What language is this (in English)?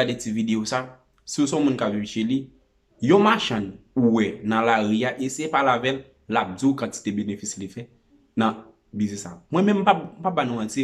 Haitian Creole